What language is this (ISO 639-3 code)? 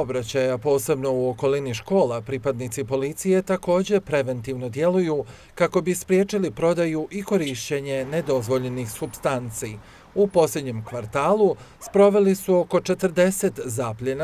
bos